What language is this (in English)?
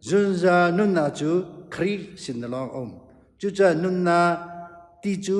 Hakha Chin